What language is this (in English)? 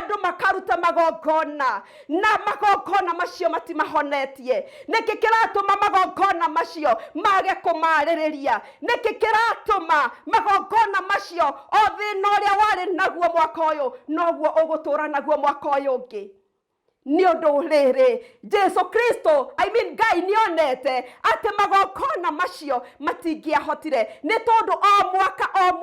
Kikuyu